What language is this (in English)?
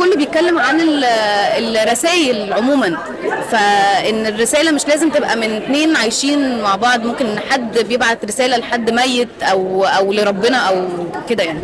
Egyptian Arabic